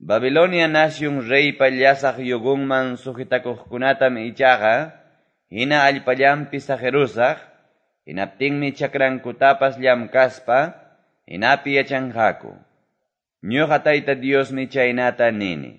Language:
Quechua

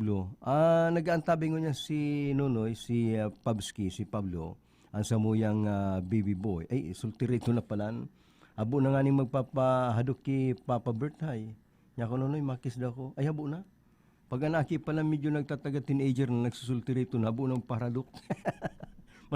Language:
Bikol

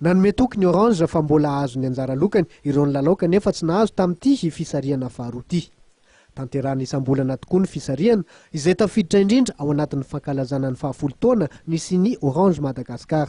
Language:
Malagasy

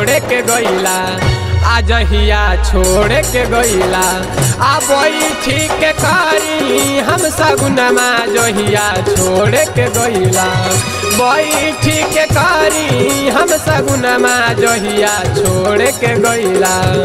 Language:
Bhojpuri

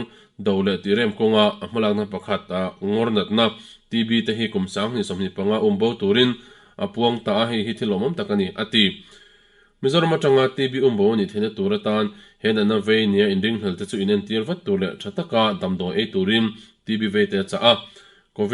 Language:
Mizo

